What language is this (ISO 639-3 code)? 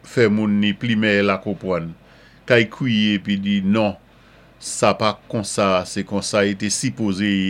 acf